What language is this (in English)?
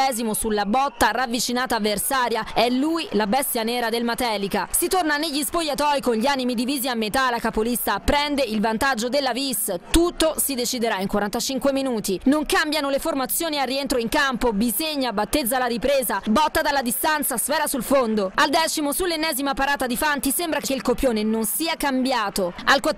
Italian